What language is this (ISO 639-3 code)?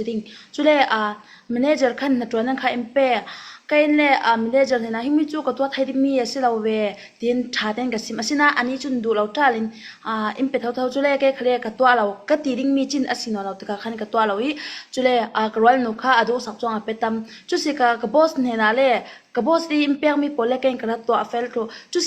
cfm